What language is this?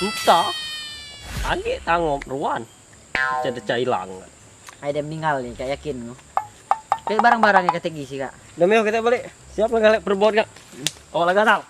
Musi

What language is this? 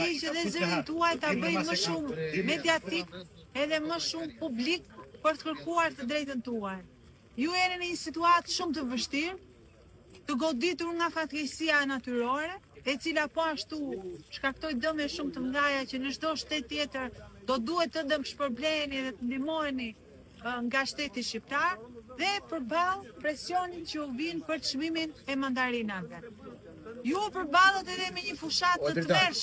Albanian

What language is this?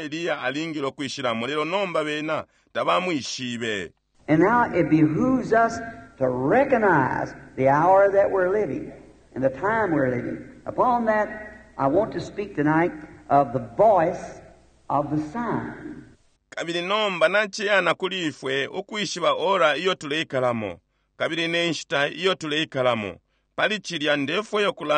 Bemba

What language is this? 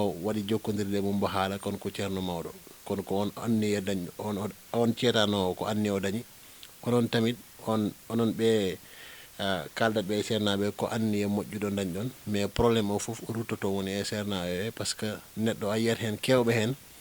Fula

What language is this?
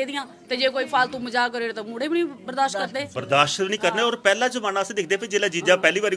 Dogri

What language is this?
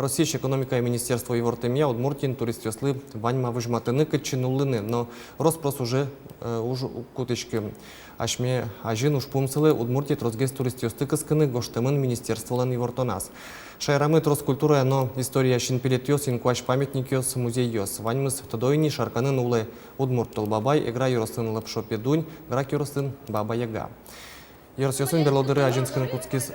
Udmurt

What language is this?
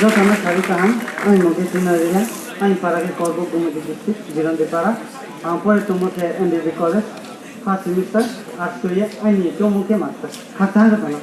Riang (India)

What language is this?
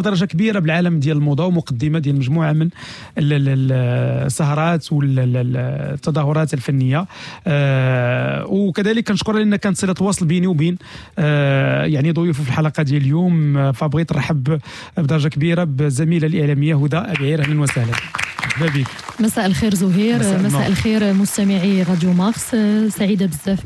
Moroccan Arabic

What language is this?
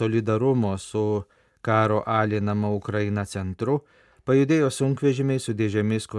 Lithuanian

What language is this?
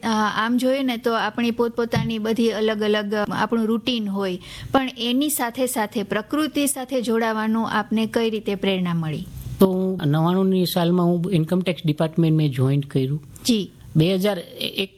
Gujarati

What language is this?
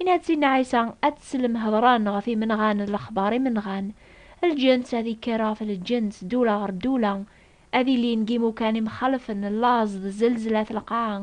Kabyle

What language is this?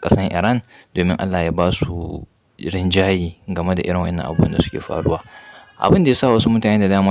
Hausa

